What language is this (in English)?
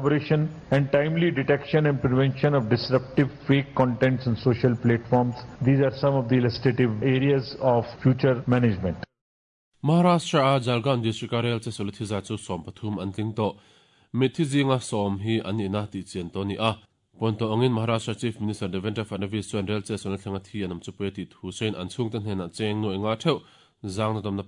Mizo